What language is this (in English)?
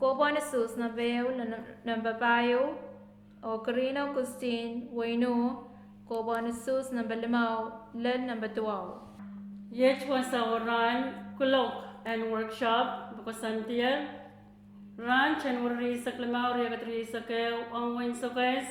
Pohnpeian